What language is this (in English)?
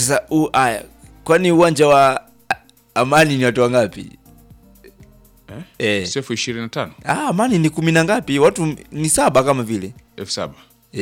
Swahili